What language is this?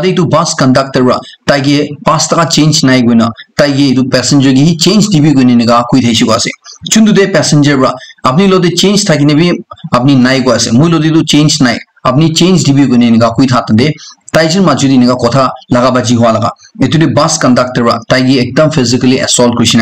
Naga Pidgin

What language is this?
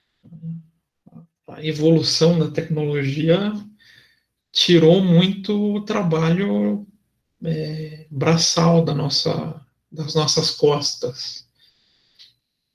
Portuguese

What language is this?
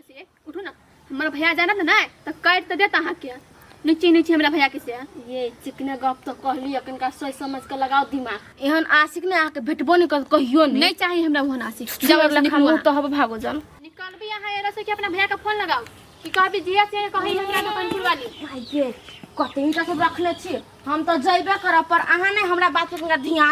Maithili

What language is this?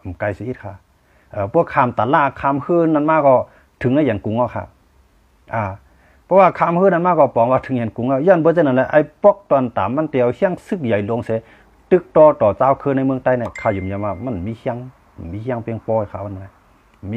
Shan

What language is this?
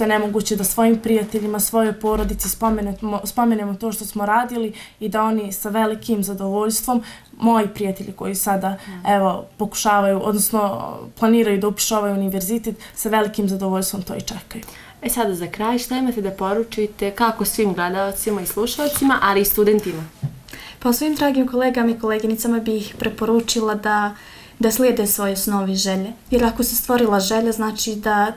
Bosnian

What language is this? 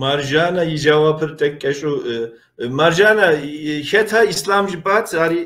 Kabardian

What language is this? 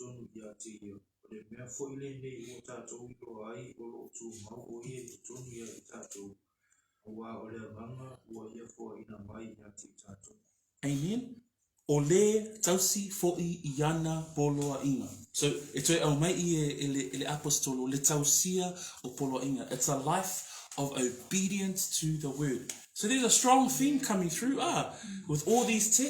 Samoan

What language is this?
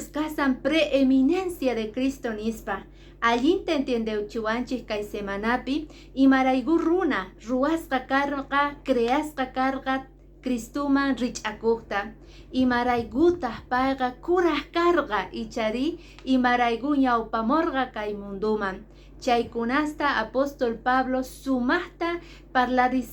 Quechua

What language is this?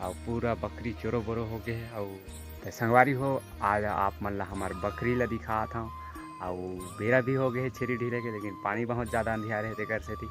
Chhattisgarhi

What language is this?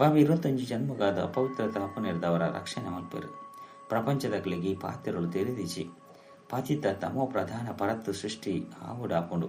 Tulu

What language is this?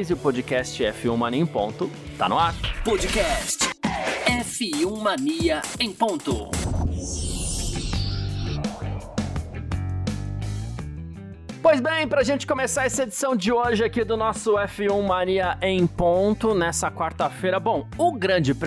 Portuguese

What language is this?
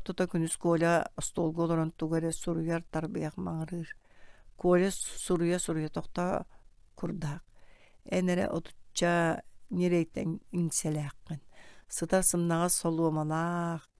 Yakut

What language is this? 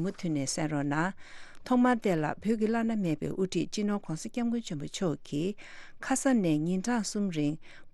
Tibetan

